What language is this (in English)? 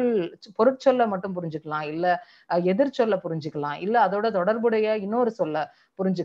Tamil